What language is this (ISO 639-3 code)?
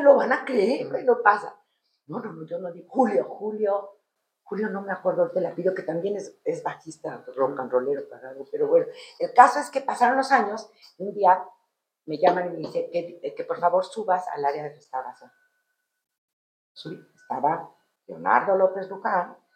spa